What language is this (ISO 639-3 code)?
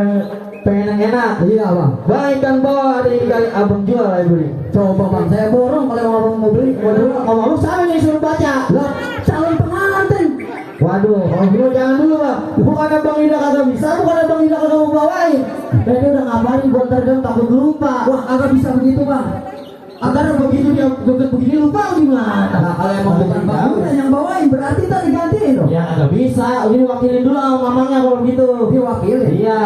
bew